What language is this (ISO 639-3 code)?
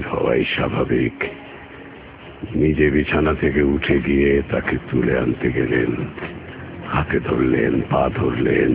ben